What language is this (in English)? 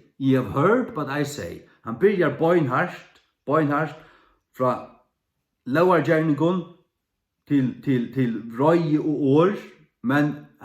Faroese